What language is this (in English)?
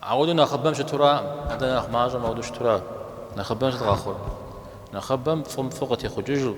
Kabardian